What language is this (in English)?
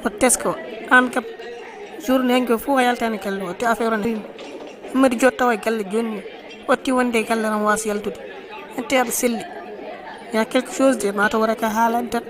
Fula